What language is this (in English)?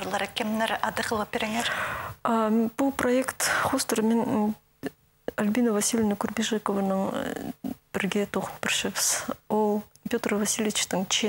Khakas